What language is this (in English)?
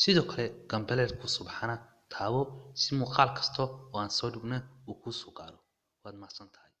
Somali